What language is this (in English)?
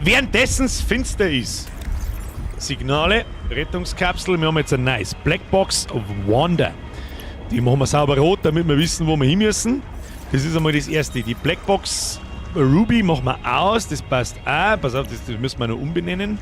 Bavarian